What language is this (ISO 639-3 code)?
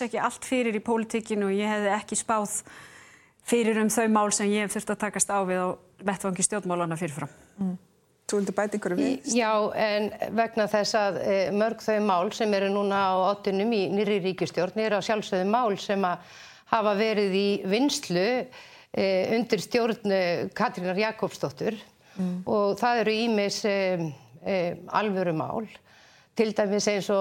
isl